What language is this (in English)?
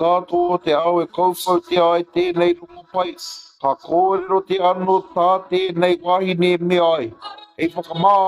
Māori